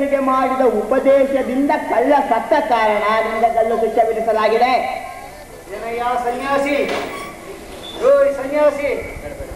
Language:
Kannada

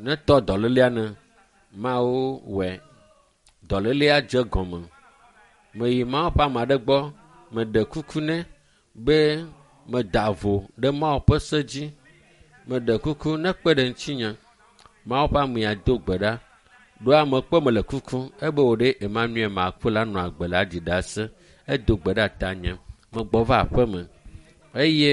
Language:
Ewe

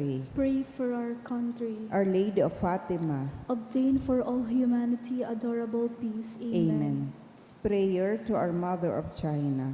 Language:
Bikol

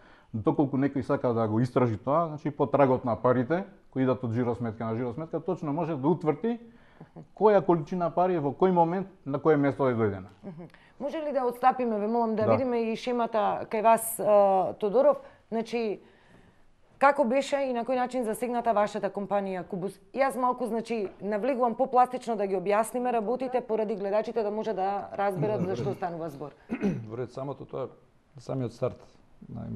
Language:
Macedonian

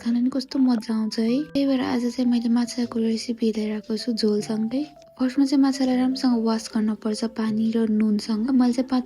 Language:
Nepali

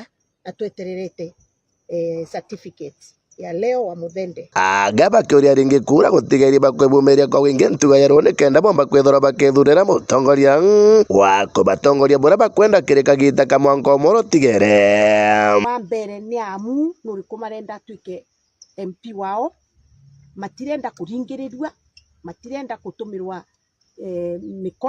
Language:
Meru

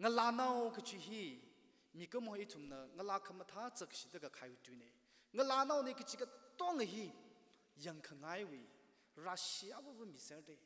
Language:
Tangkhul Naga (India)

